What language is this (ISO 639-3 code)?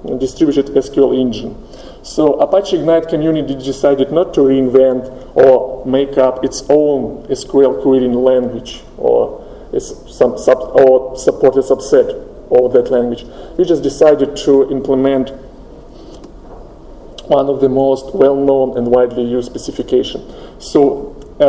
eng